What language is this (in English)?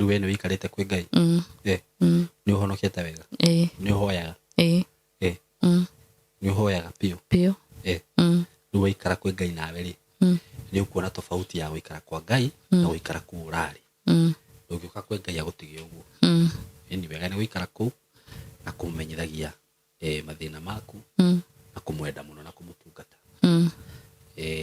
Kikuyu